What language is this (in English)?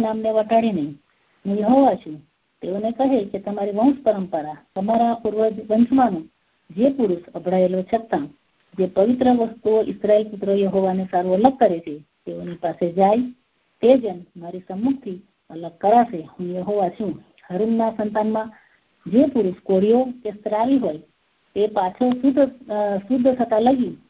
Gujarati